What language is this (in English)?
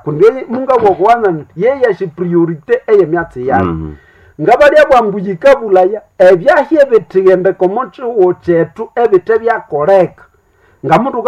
Nande